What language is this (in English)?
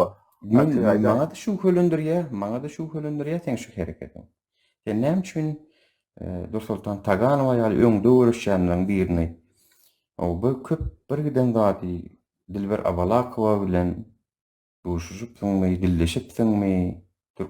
Turkmen